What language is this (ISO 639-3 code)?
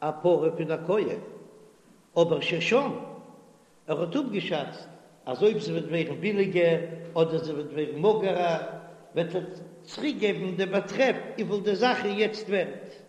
yid